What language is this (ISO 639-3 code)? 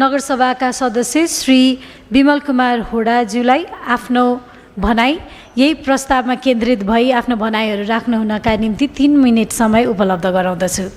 nep